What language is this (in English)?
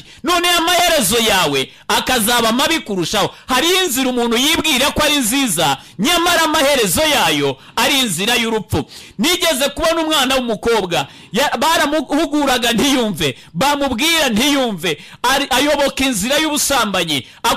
Kinyarwanda